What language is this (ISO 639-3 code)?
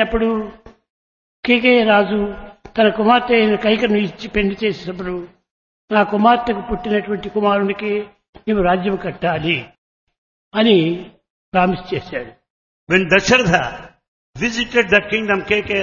tel